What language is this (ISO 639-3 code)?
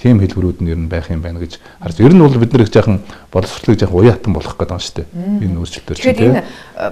mon